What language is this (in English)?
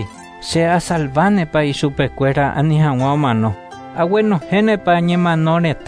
Guarani